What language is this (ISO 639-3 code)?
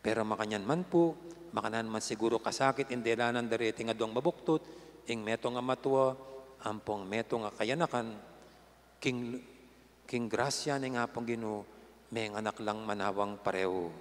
pam